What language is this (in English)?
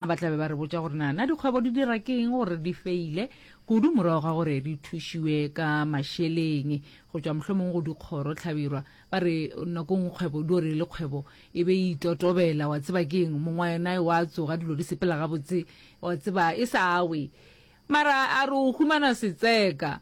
Northern Sotho